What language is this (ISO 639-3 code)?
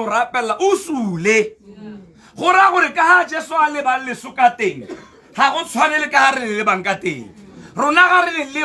tsn